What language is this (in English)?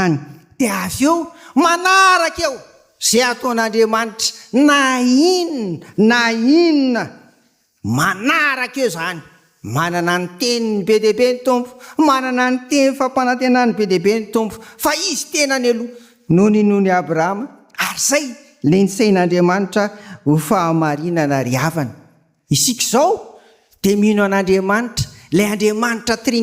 Malagasy